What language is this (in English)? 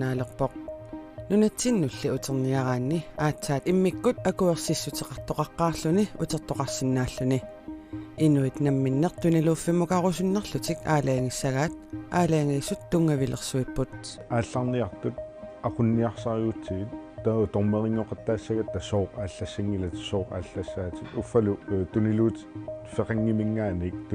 Kalaallisut